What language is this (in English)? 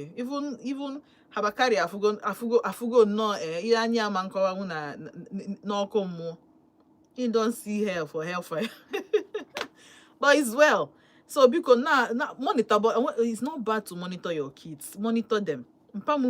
Igbo